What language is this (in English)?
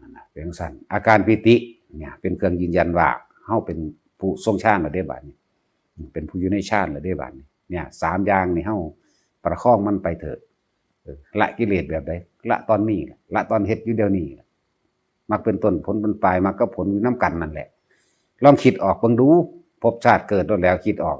Northeastern Thai